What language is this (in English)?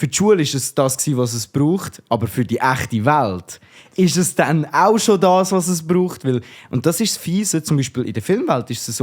Swiss German